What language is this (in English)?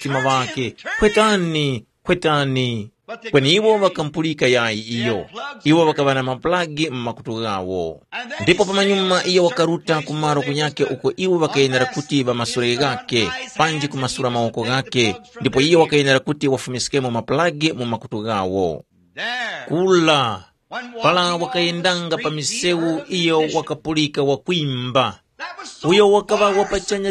Tumbuka